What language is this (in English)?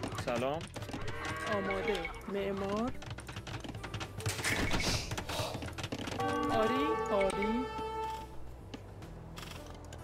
Persian